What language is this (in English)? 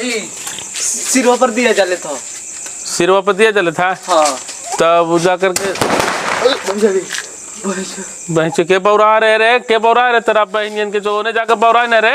Magahi